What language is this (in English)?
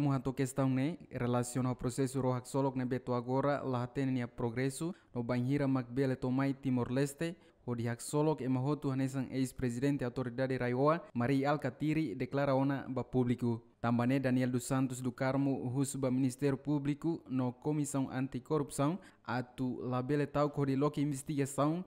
Tetum